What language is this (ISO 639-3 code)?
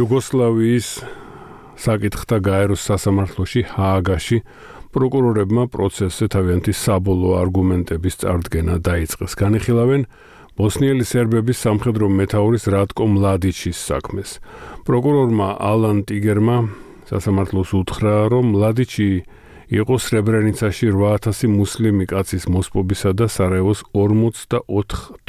kat